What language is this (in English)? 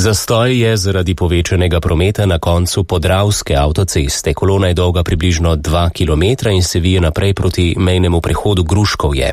Slovenian